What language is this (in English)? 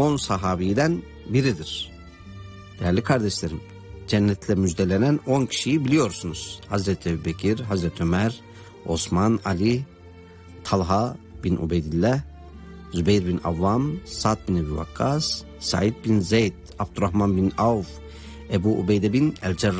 Turkish